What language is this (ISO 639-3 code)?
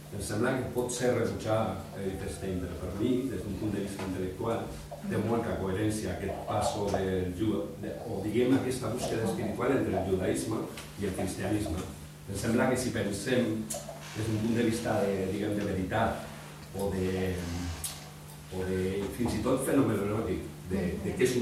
cat